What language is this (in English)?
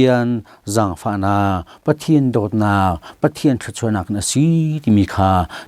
Hakha Chin